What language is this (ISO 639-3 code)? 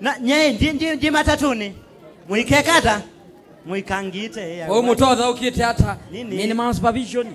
kam